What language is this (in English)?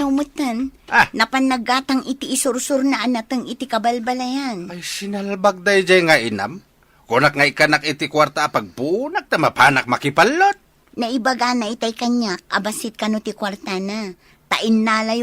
Iloko